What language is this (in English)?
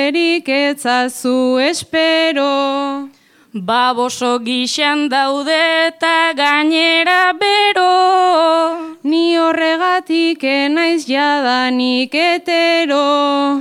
Basque